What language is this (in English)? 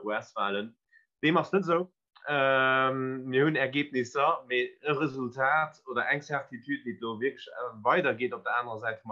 Luxembourgish